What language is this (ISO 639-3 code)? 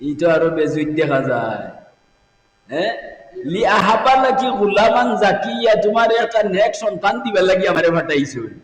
syl